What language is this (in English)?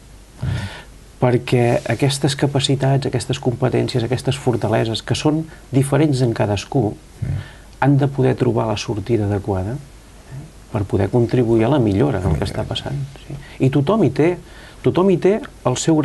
Catalan